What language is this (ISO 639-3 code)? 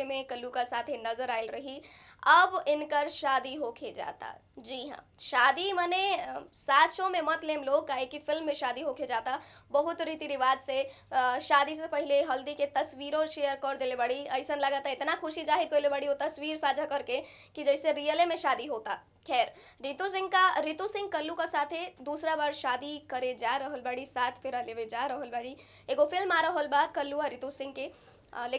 bho